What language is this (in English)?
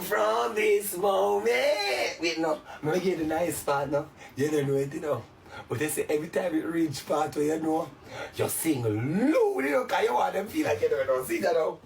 Jamaican Creole English